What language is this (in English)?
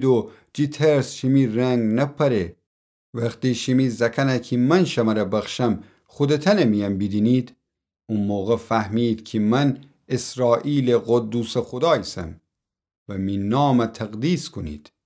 Gilaki